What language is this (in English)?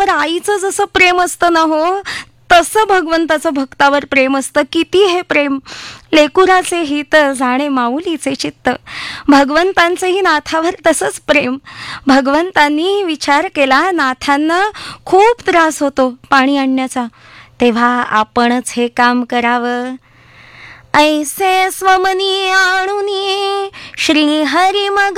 Marathi